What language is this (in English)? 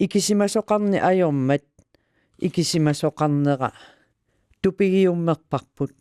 Kalaallisut